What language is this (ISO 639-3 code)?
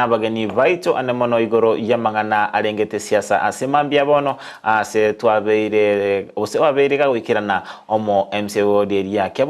guz